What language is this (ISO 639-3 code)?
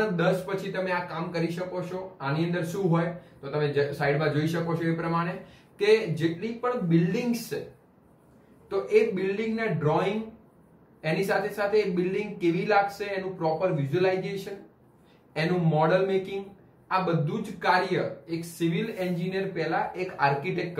guj